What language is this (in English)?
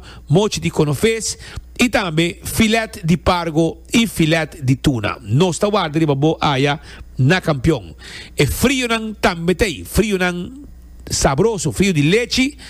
Papiamento